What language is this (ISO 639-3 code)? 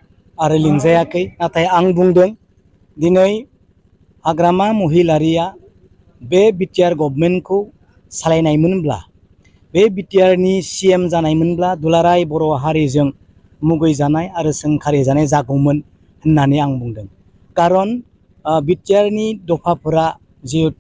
brx